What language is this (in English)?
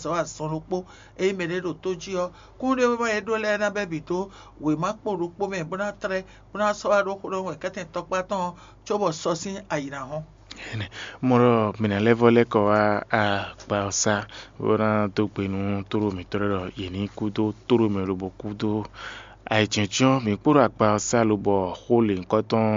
Fon